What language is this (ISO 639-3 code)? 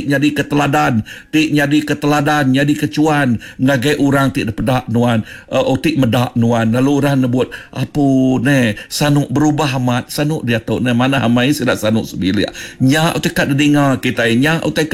iba